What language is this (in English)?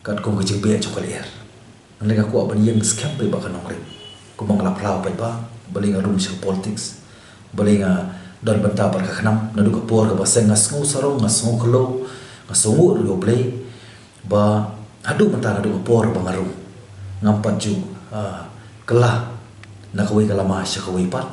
Khasi